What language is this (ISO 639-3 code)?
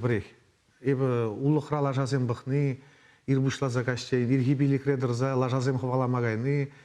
chv